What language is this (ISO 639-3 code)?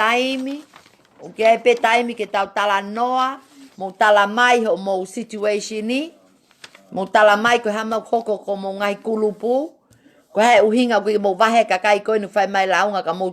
ton